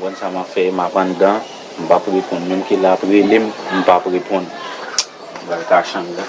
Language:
Haitian Creole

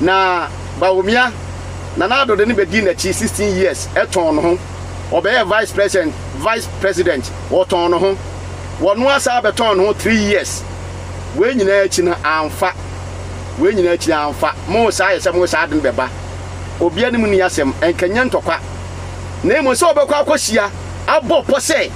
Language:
Akan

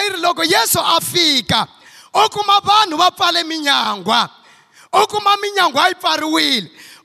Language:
Tsonga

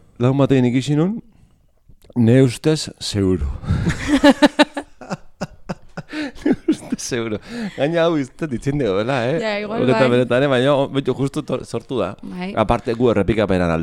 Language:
Basque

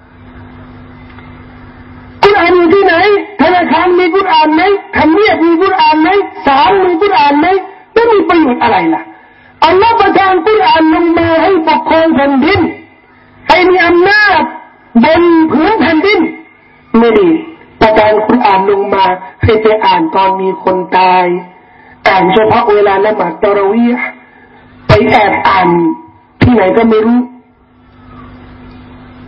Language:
Thai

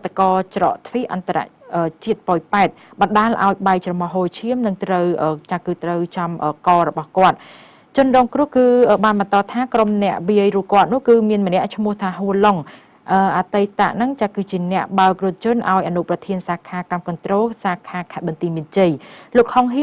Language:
Khmer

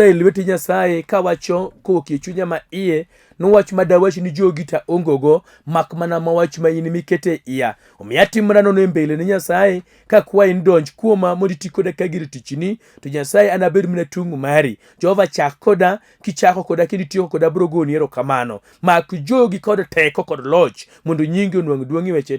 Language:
Luo (Kenya and Tanzania)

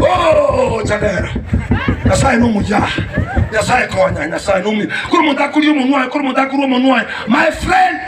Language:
Gusii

